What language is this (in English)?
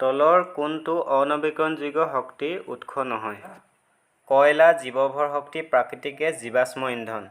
Assamese